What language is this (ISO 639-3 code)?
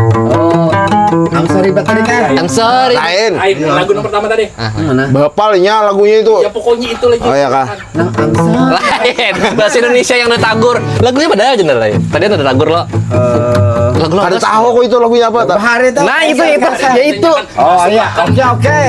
bjn